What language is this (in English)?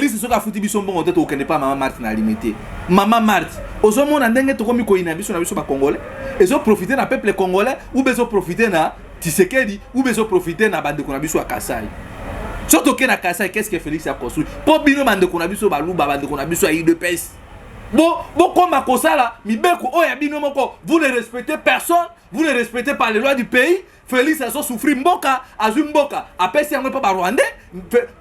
Lingala